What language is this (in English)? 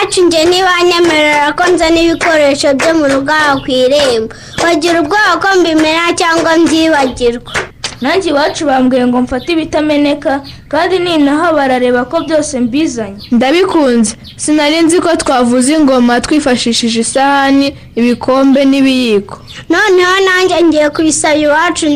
Kinyarwanda